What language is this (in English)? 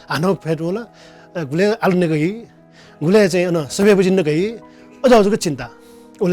Newari